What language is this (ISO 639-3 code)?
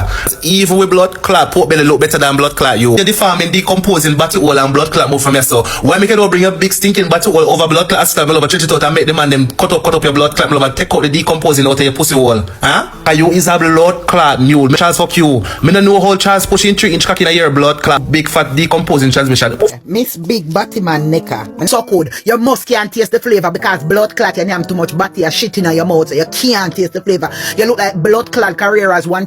jam